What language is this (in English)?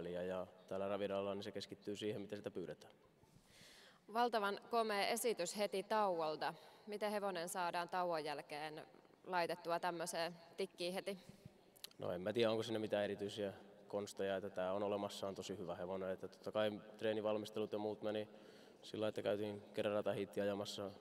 Finnish